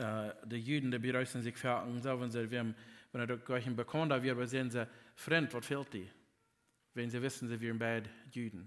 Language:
Plautdietsch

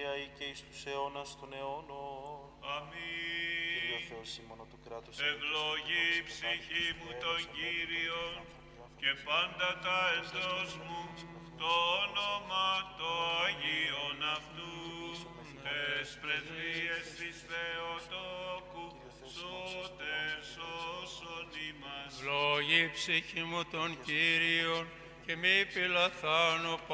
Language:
Greek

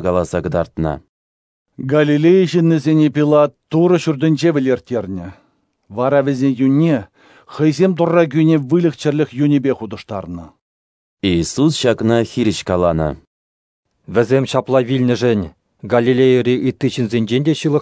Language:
Chuvash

